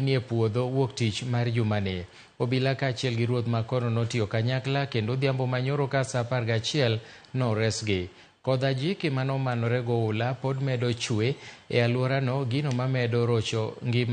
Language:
Luo (Kenya and Tanzania)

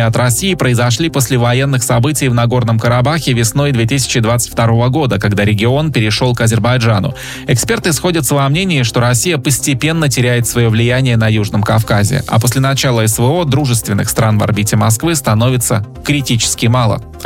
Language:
Russian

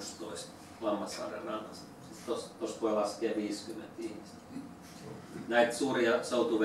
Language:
Finnish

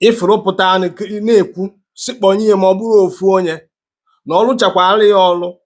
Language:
Igbo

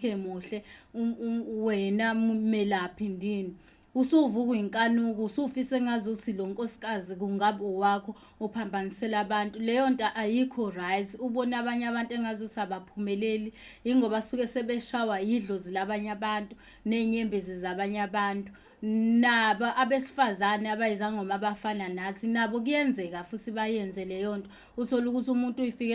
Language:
Zulu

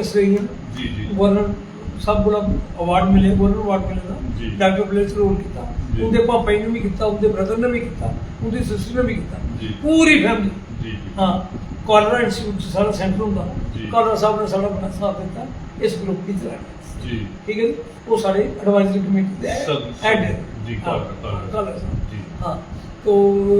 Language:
Dogri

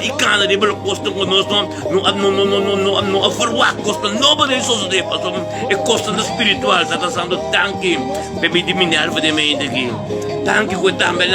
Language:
Papiamento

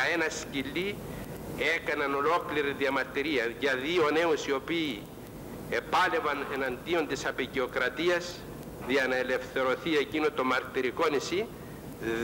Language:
Greek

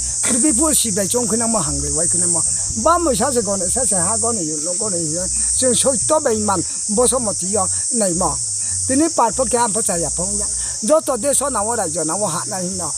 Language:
Riang (India)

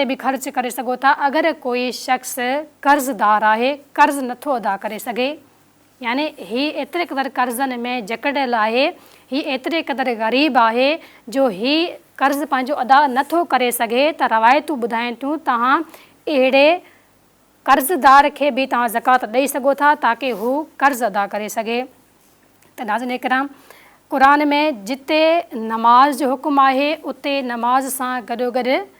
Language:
Sindhi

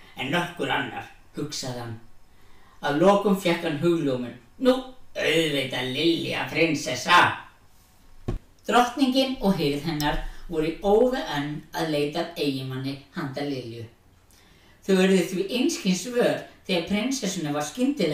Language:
Icelandic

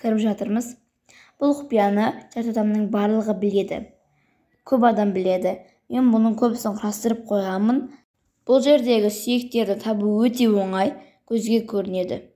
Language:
Kazakh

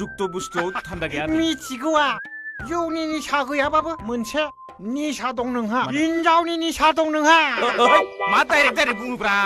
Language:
Bodo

